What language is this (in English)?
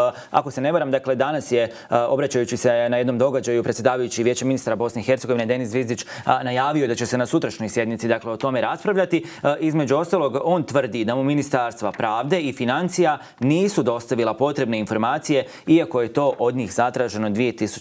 Croatian